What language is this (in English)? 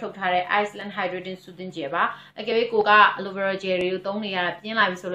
Burmese